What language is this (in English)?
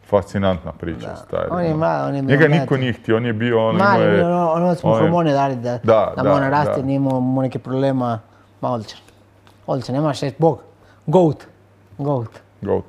Croatian